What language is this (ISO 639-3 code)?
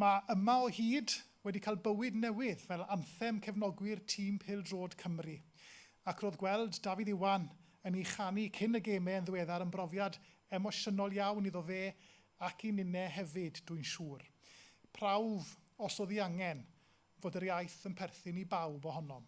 cym